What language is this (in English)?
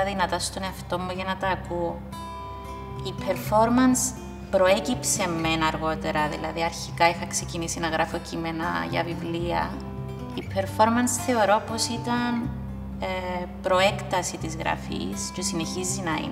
Greek